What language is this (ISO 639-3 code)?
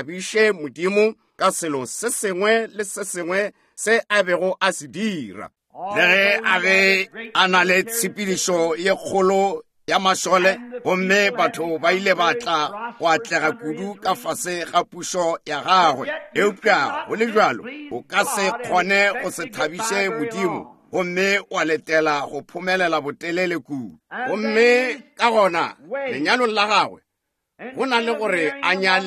nso